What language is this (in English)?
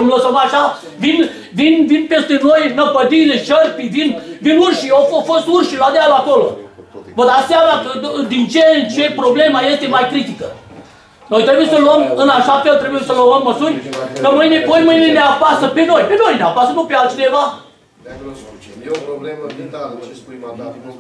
Romanian